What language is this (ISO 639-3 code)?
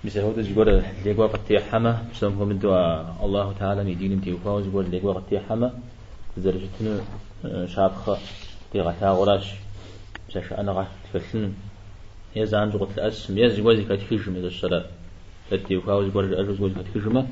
kbd